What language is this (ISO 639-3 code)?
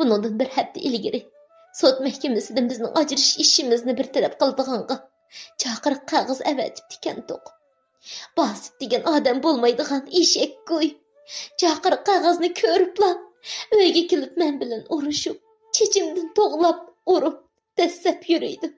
uig